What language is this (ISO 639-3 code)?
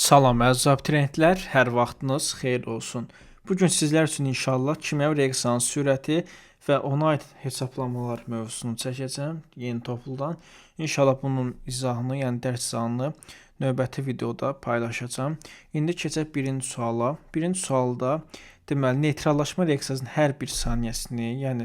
aze